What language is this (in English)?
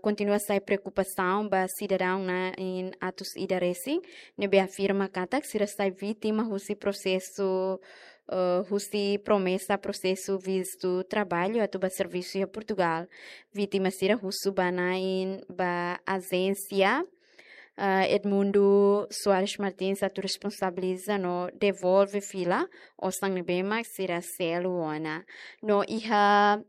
Tetum